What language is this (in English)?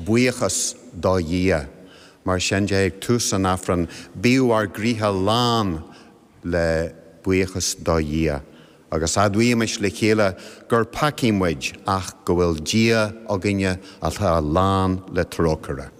Irish